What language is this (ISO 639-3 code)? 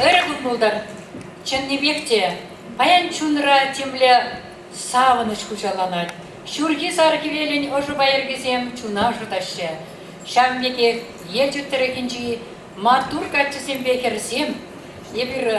chv